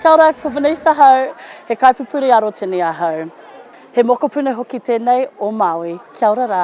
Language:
Māori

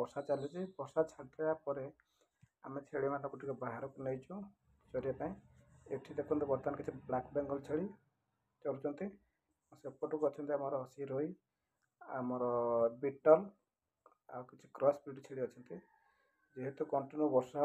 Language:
Odia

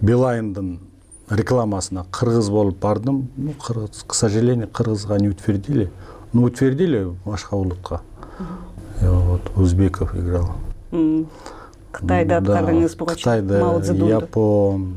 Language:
Kyrgyz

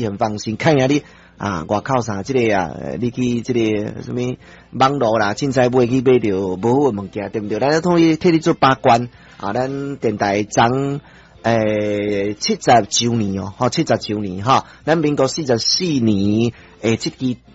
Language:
Min Nan Chinese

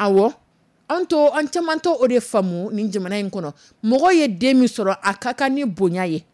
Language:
Dyula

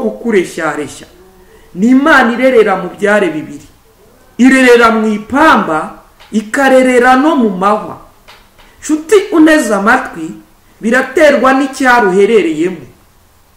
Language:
Kinyarwanda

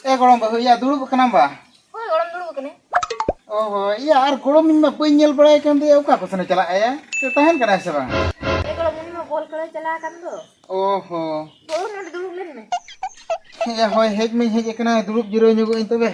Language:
Santali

